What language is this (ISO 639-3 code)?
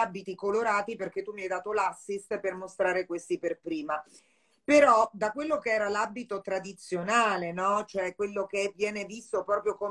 ita